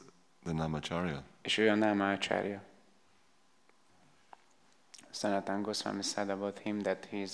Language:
Hungarian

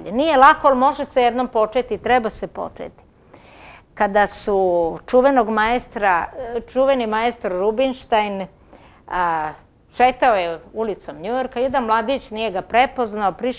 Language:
Serbian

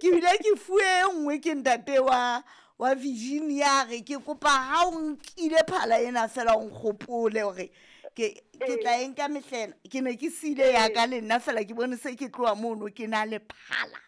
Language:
Southern Sotho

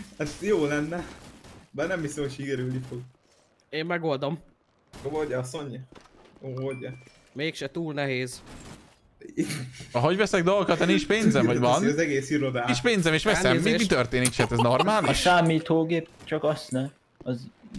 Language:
Hungarian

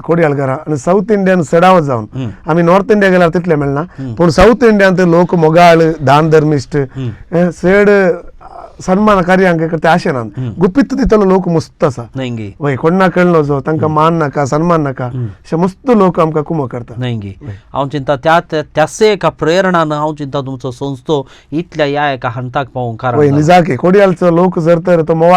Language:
Konkani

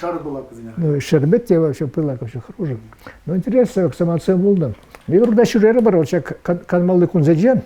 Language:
Chuvash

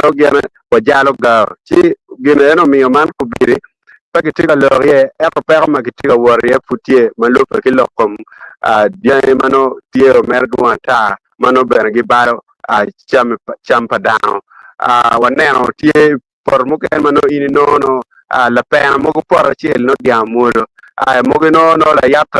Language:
Acoli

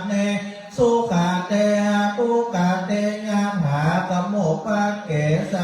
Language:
Pali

